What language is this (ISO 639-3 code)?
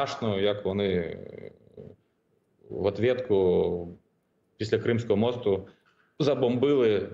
ukr